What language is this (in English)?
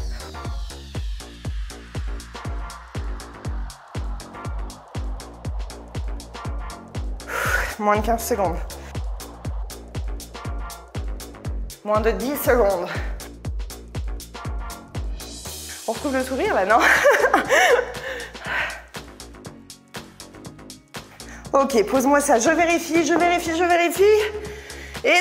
French